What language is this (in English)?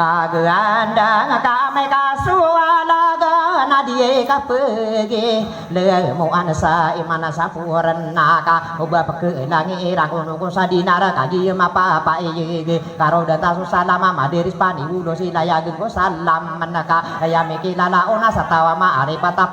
Maranao